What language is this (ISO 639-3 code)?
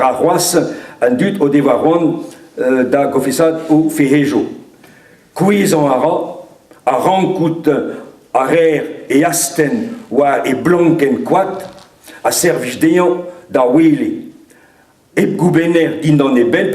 bre